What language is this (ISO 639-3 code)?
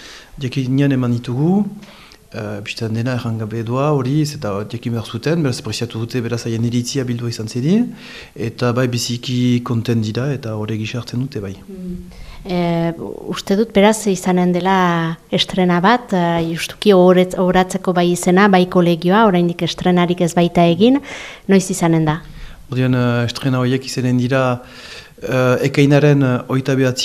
eus